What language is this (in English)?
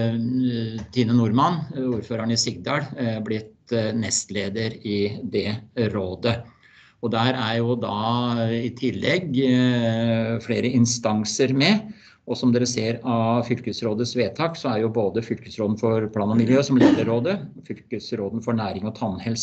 Norwegian